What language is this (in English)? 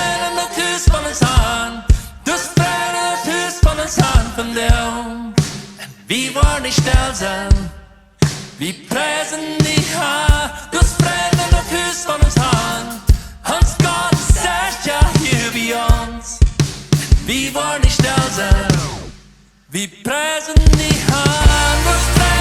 Plautdietsch